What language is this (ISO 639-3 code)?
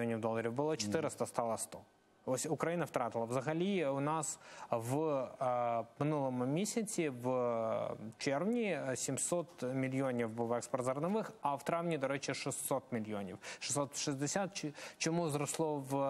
ukr